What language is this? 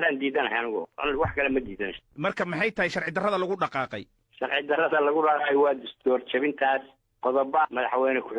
Somali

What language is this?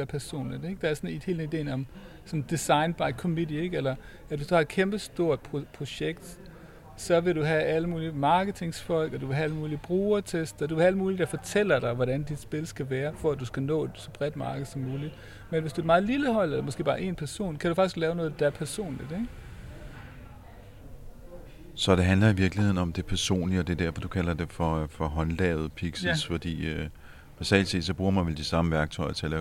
Danish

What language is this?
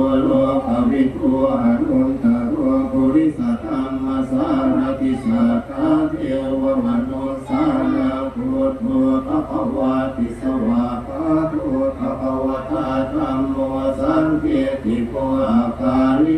Pali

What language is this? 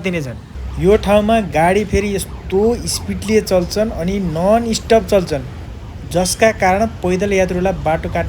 Nepali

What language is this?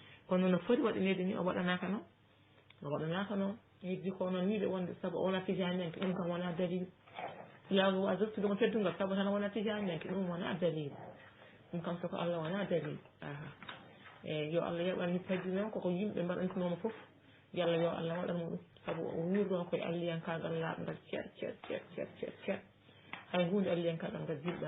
Fula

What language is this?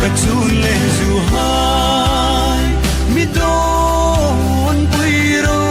Hmar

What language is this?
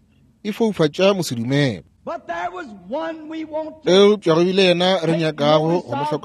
Northern Sotho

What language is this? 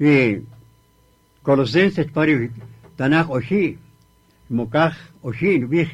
Kaqchikel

